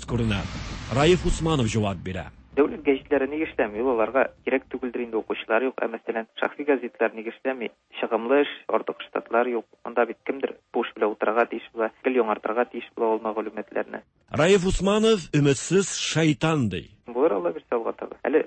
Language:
Tatar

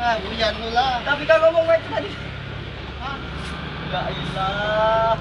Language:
Musi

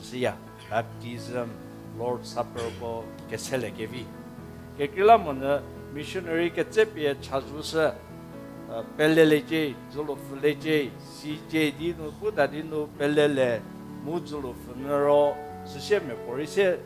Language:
Angami Naga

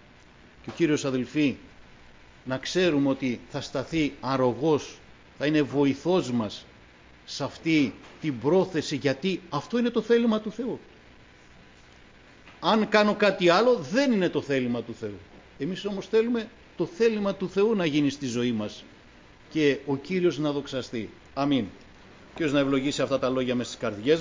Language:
Greek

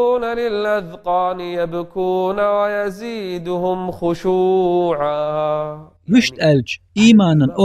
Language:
Chechen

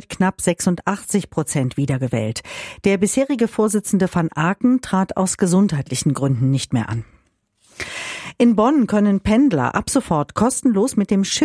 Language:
German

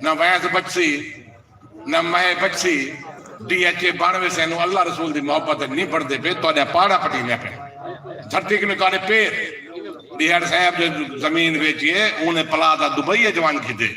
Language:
Saraiki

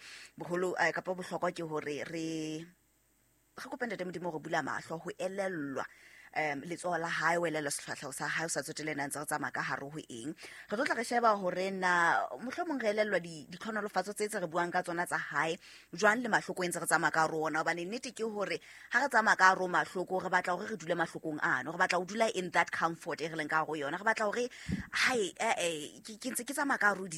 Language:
Southern Sotho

